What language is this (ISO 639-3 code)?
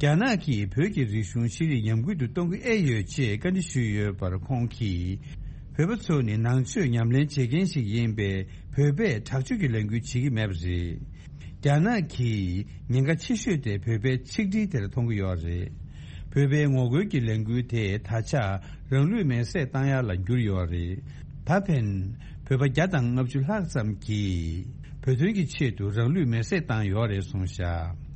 bod